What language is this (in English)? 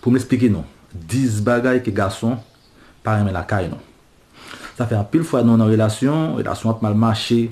Haitian Creole